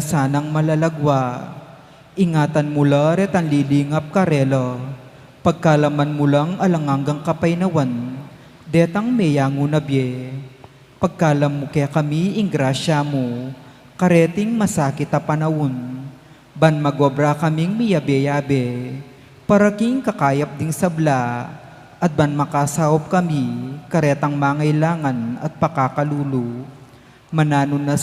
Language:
Pampanga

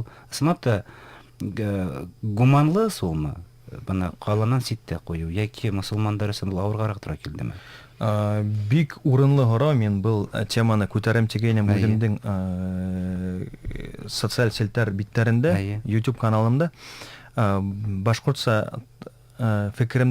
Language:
Bashkir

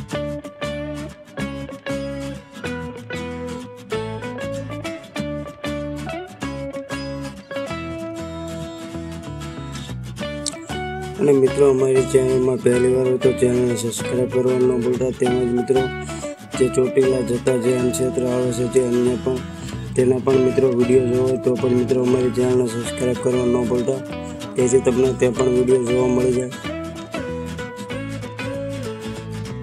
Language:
Gujarati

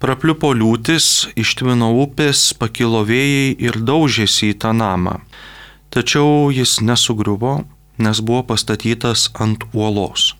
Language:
Lithuanian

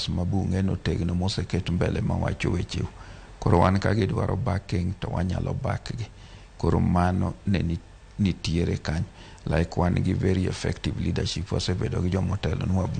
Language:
Luo (Kenya and Tanzania)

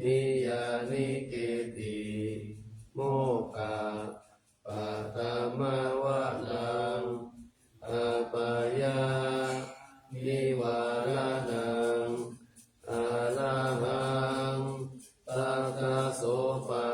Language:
Pali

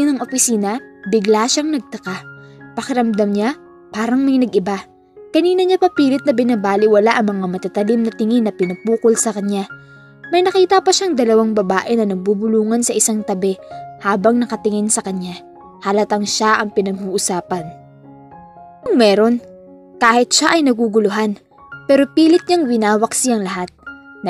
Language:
Filipino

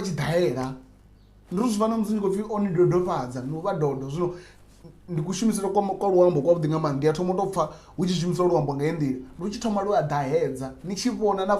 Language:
Venda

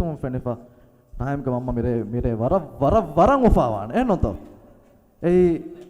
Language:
Divehi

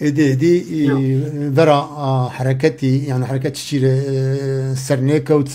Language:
Zaza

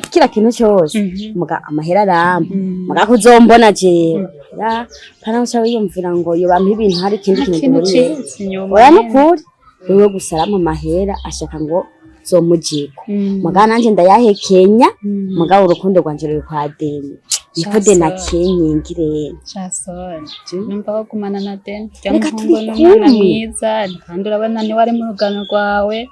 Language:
Rundi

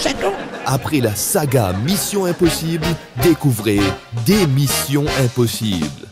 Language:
Morisyen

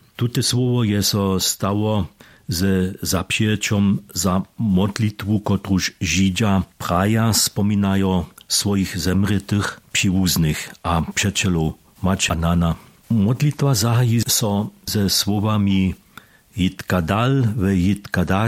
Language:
Upper Sorbian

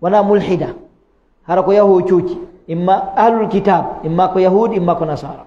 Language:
Fula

